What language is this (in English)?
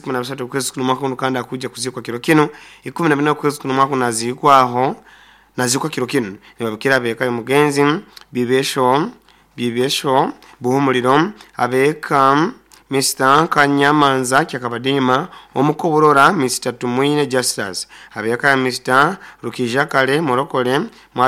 Nyoro